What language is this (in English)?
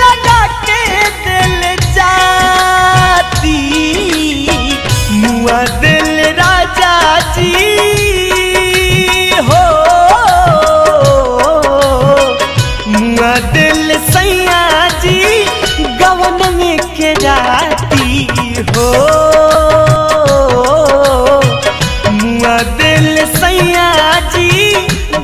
Bhojpuri